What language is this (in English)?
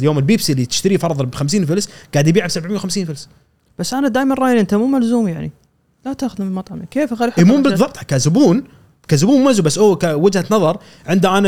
Gulf Arabic